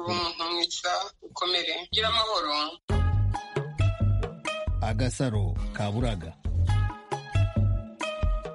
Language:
Kinyarwanda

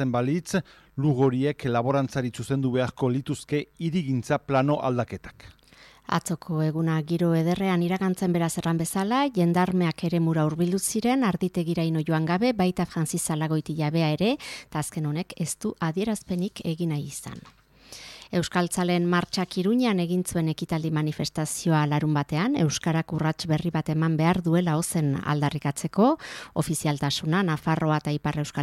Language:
Basque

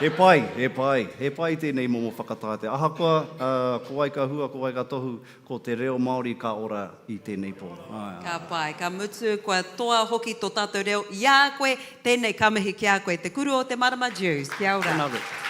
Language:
Māori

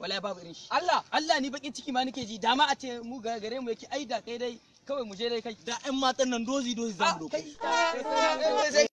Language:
Hausa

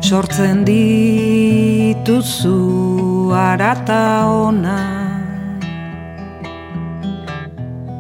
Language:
Basque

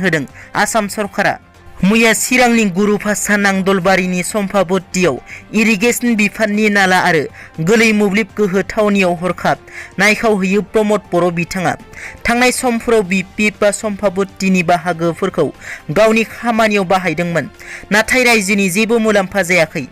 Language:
Bodo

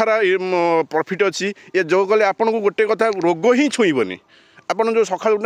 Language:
Odia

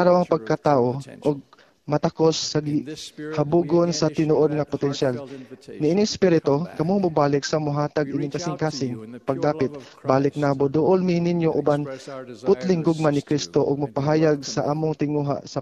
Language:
Cebuano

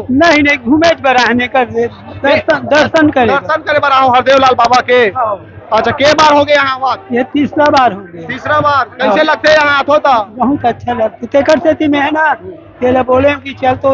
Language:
Chhattisgarhi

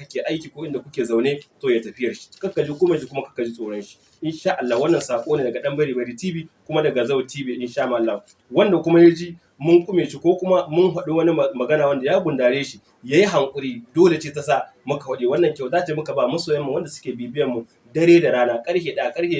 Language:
Hausa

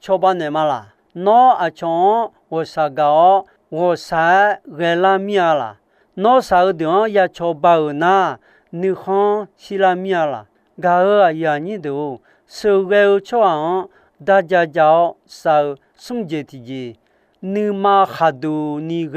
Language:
Akha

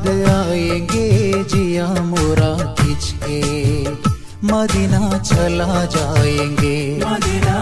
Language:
Malayalam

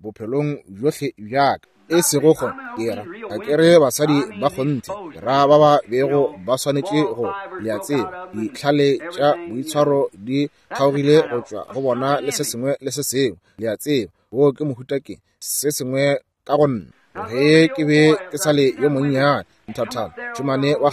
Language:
Northern Sotho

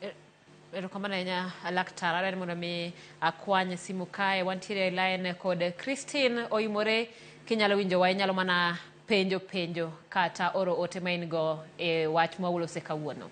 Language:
Luo (Kenya and Tanzania)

